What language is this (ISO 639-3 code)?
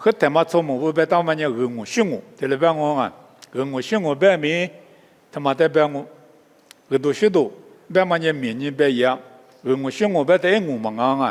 lis